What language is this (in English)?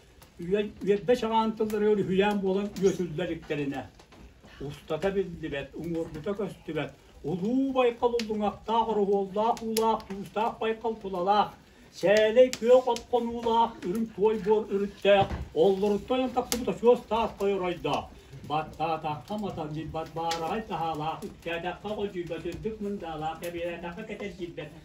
Yakut